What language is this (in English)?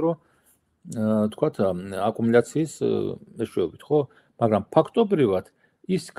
Georgian